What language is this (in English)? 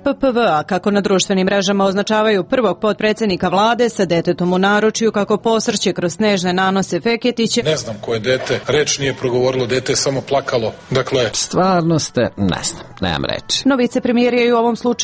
Serbian